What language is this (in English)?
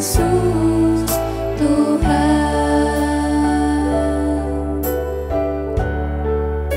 Indonesian